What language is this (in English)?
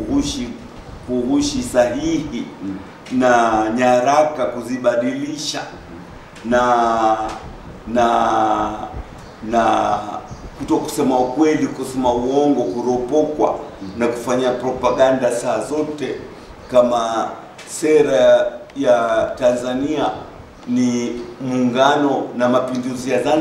Swahili